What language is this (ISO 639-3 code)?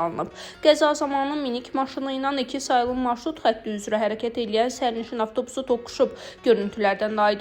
aze